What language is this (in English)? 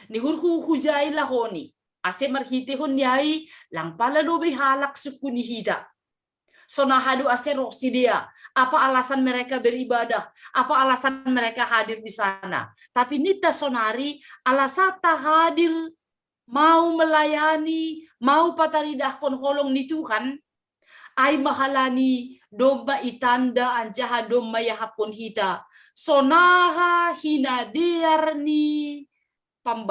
Batak Simalungun